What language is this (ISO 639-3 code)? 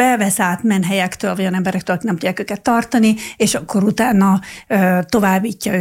hun